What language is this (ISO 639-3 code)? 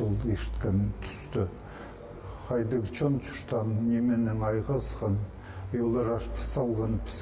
kjh